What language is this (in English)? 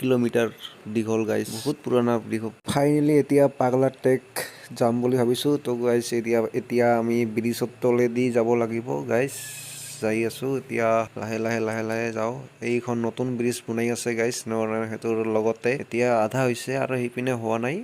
Assamese